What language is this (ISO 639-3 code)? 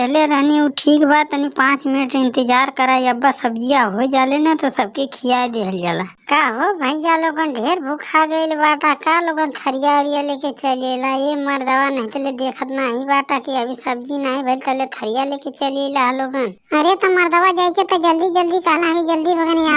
bho